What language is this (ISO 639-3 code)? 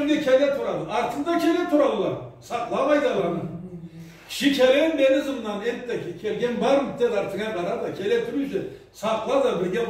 krc